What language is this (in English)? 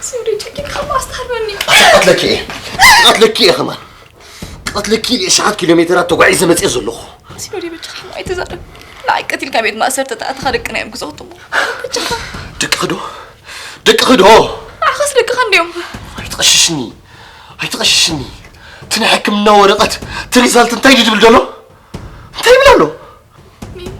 Tigrinya